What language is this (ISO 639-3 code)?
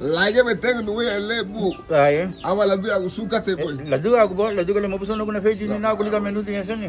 cab